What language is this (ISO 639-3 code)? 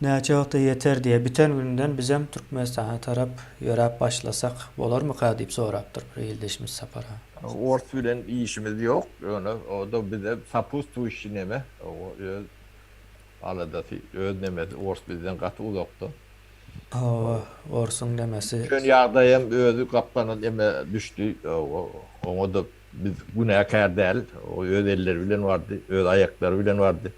tuk